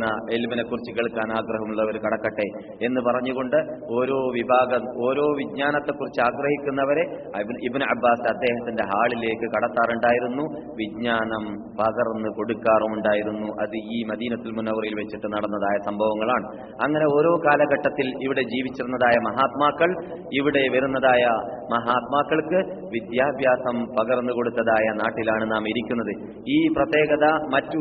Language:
Malayalam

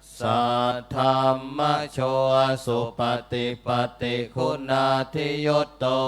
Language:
Pali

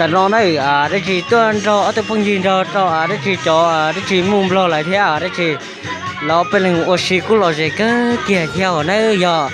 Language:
Hmong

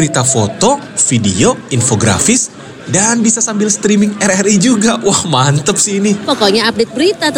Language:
Indonesian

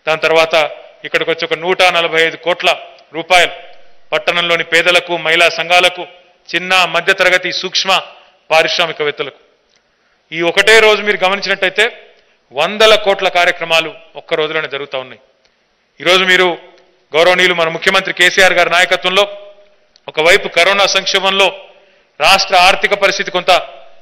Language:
Telugu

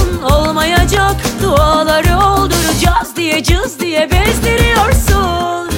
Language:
Turkish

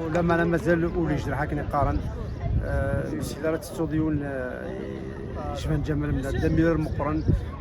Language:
Kabyle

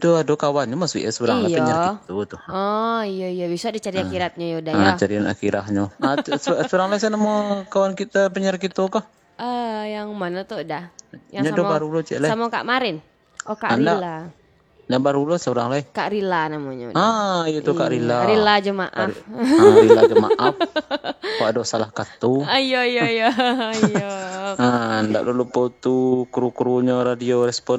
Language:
Minangkabau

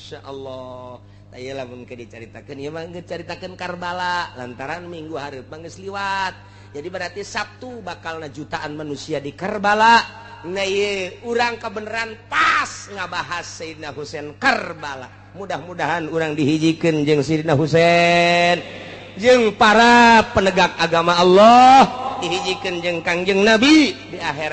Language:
Sundanese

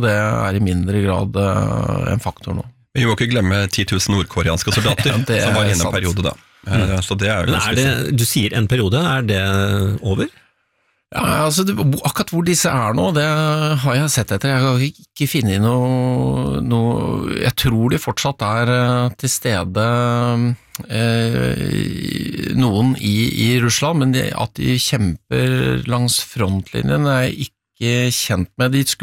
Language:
Norwegian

